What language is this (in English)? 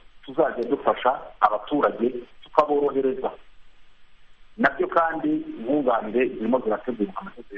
Kinyarwanda